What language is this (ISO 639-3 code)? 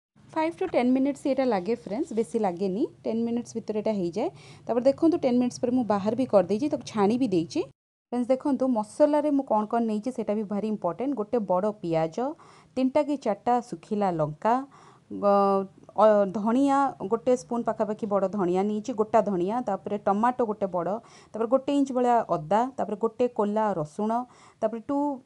ori